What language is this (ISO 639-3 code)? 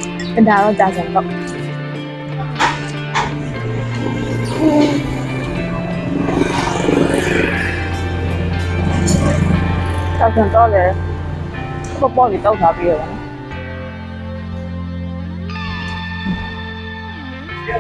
mya